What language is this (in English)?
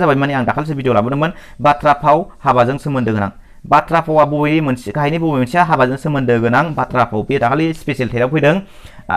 Bodo